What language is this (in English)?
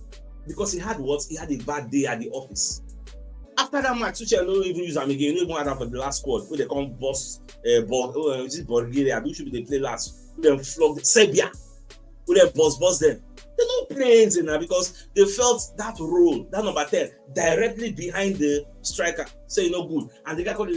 Nigerian Pidgin